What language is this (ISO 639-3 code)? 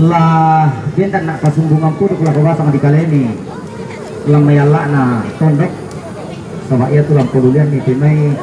sda